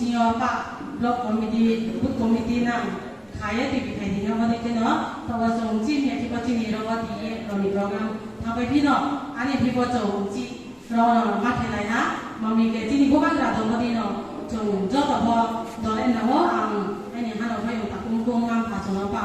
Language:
Kok Borok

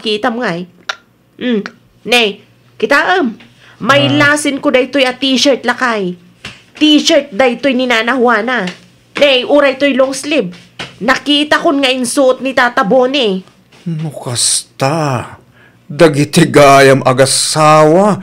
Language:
Iloko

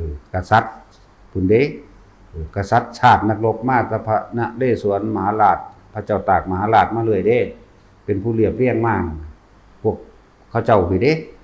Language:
Northeastern Thai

